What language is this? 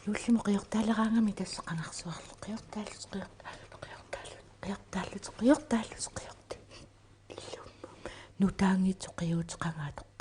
Kalaallisut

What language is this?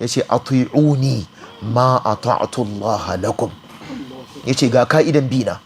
Hausa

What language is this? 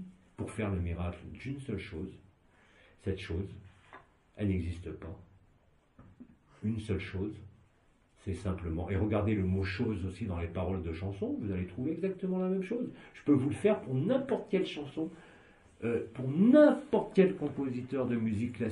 French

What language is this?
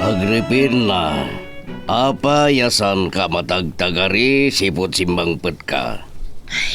Iloko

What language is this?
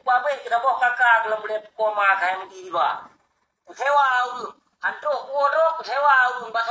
Achinese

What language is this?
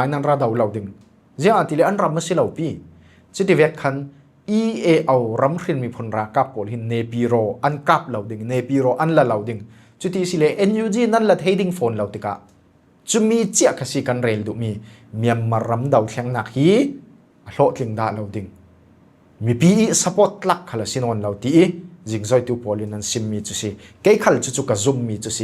Falam Chin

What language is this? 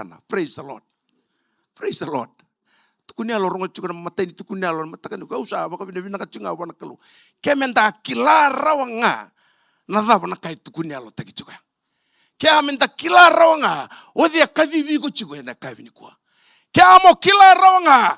Fijian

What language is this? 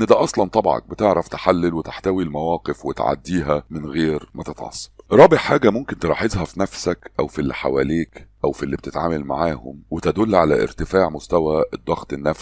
Egyptian Arabic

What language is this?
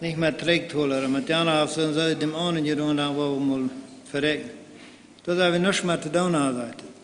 Plautdietsch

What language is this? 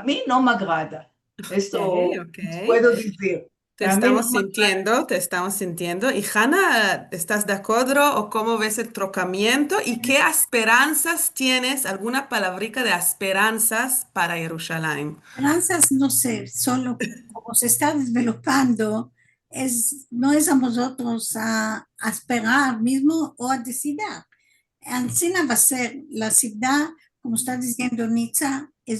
Ladino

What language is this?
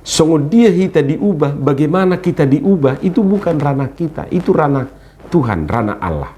Batak Toba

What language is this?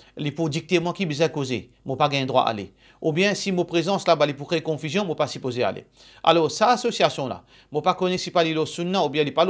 Morisyen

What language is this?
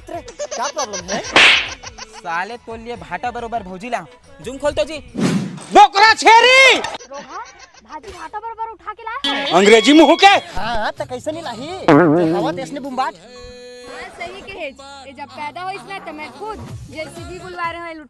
Chhattisgarhi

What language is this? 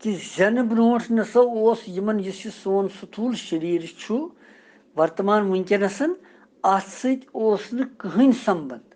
Kashmiri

